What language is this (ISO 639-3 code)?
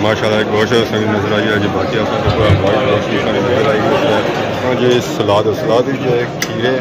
phr